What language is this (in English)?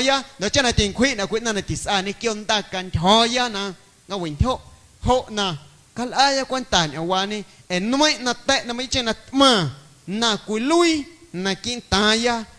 Guerrero Amuzgo